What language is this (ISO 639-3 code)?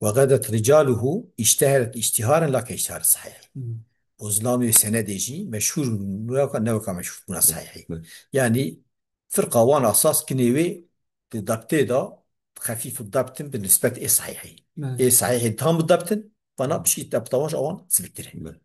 kur